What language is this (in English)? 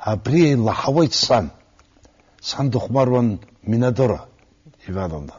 Abkhazian